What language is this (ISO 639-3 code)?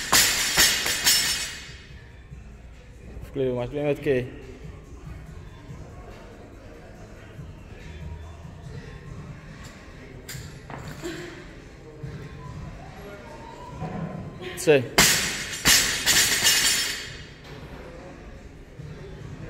ces